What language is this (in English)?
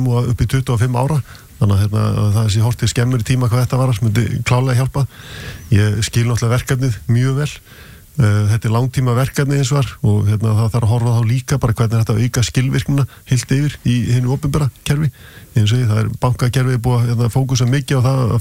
Icelandic